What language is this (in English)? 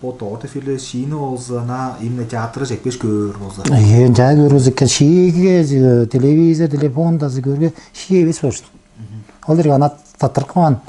Tuvinian